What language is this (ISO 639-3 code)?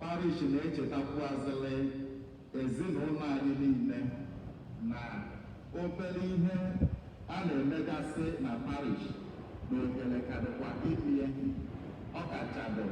ibo